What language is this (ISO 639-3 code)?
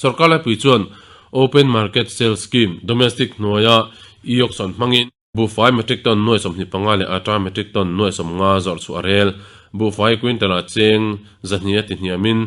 lus